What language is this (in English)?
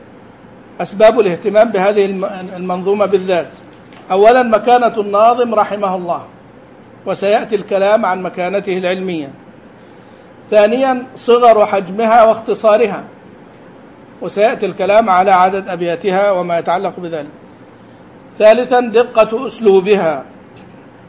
Arabic